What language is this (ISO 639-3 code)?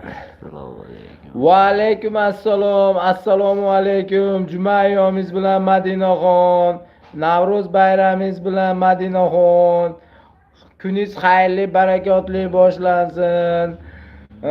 uzb